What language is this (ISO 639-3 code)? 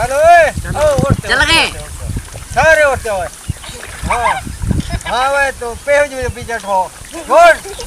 skr